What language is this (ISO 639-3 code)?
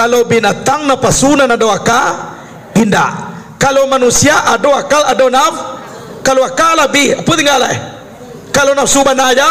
min